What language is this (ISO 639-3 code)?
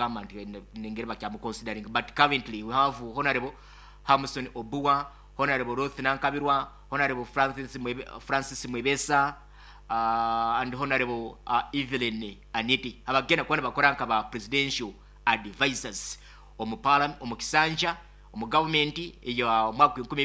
nyo